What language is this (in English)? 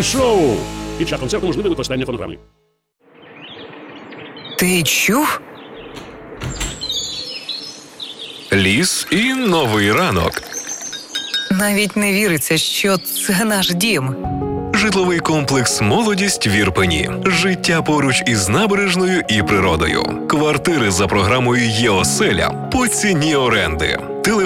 Ukrainian